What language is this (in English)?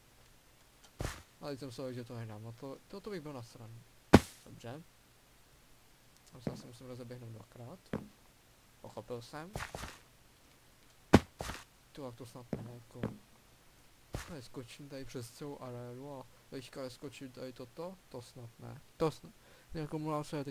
Czech